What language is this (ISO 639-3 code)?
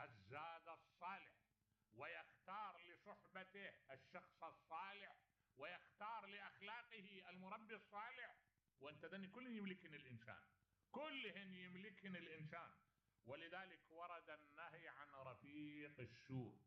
acm